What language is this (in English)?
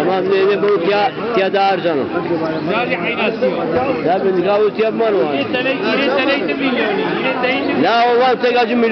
Zaza